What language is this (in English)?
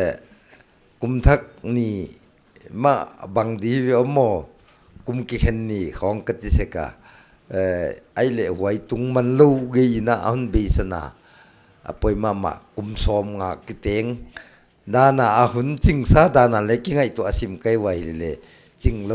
Paite Chin